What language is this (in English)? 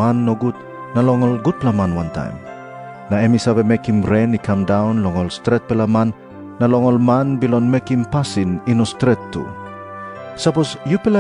Tok Pisin